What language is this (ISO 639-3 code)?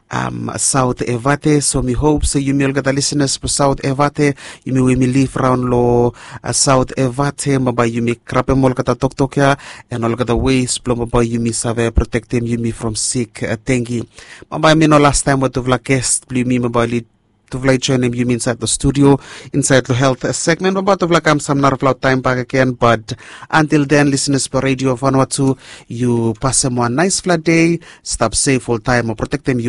bis